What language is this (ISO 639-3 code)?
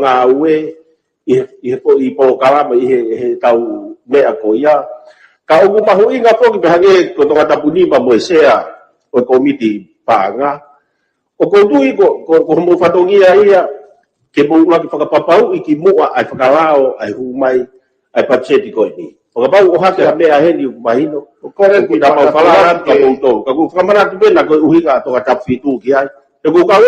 ton